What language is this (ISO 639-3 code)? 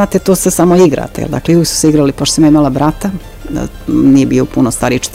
bos